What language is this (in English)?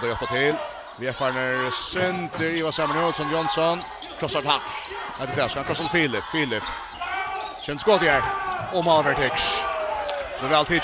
Faroese